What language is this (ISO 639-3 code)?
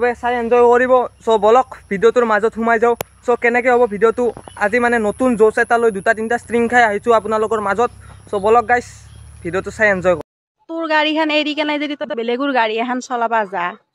asm